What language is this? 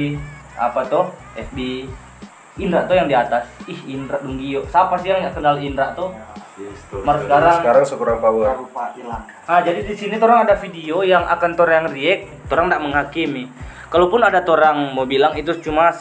Manado Malay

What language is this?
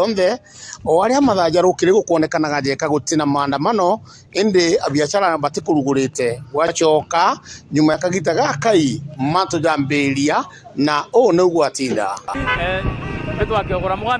Meru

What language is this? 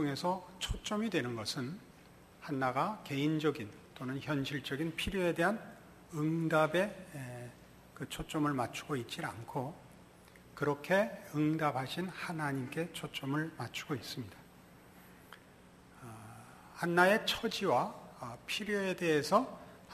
Korean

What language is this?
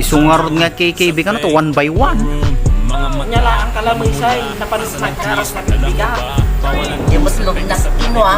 Iloko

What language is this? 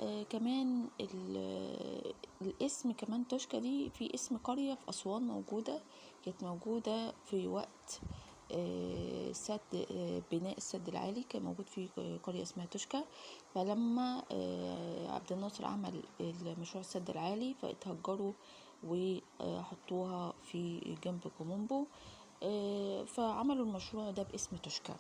Egyptian Arabic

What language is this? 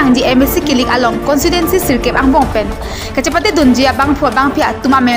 Karbi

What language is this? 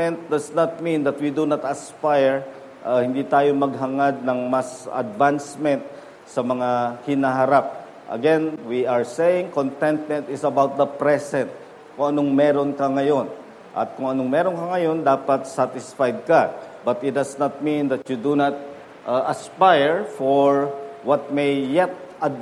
Filipino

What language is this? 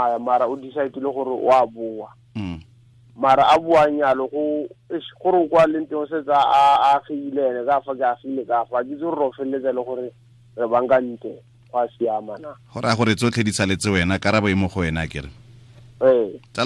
Tswana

